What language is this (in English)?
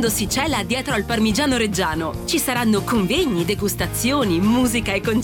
Italian